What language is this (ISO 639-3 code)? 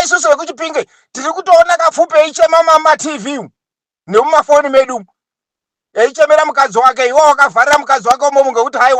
sna